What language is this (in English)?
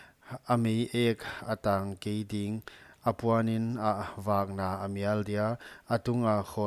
Paite Chin